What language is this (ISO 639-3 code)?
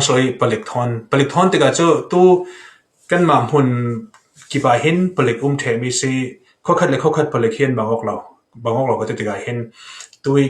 cfm